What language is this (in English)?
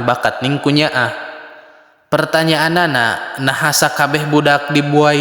Sundanese